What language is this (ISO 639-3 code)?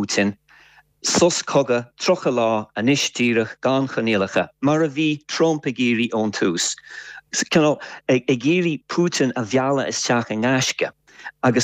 gle